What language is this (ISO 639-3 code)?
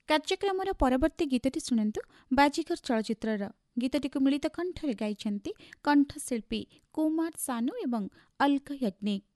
ori